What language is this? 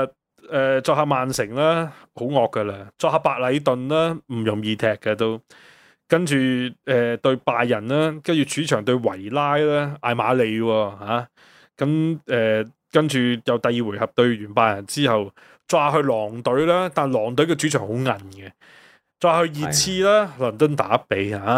Cantonese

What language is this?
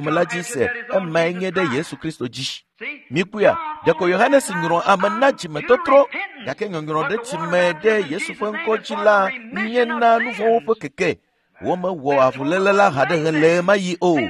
Ewe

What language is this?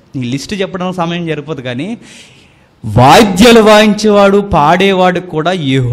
Telugu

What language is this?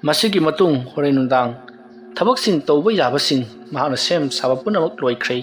Manipuri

